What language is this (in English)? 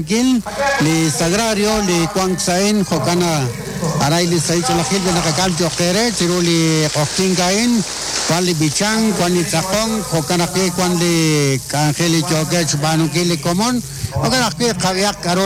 Kekchí